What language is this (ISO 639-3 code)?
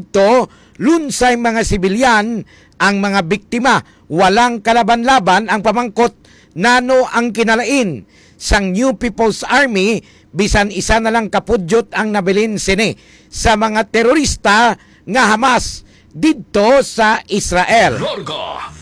hil